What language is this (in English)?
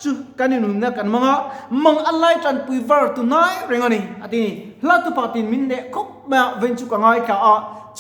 Mizo